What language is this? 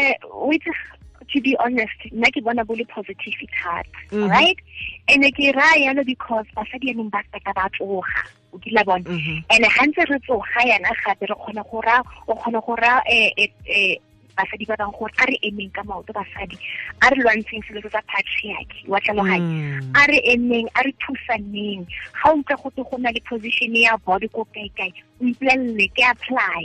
Tswana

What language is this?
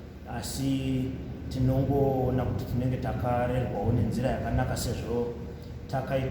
Shona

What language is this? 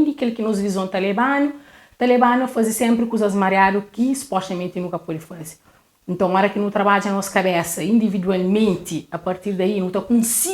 Kabuverdianu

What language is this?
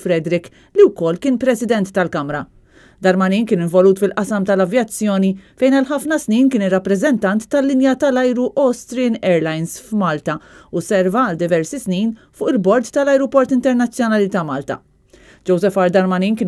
Maltese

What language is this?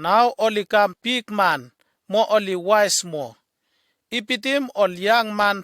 Bislama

